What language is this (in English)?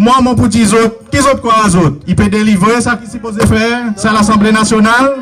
Seselwa Creole French